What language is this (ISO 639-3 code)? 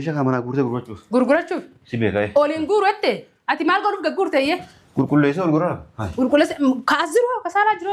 orm